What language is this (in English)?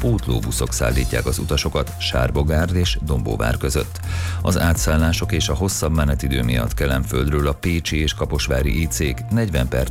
Hungarian